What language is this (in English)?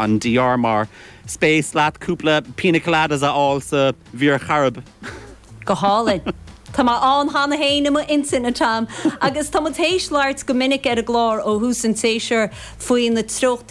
Irish